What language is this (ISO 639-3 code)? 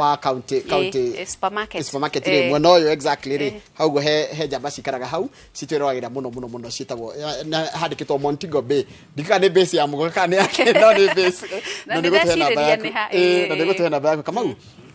kik